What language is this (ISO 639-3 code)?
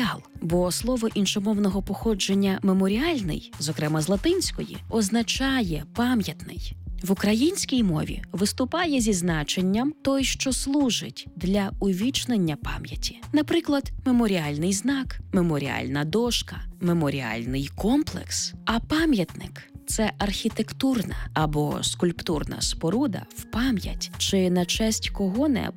ukr